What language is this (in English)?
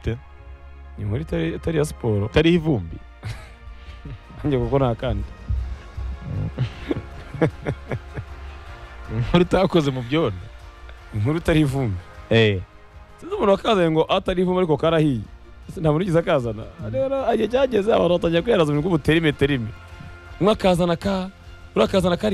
Kinyarwanda